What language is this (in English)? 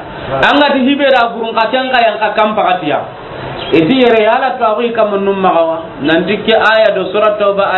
Soninke